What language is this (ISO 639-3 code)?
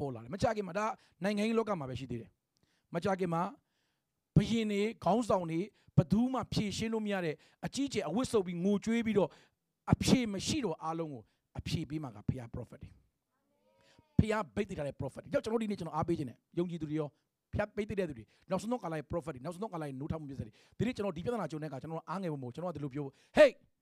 mya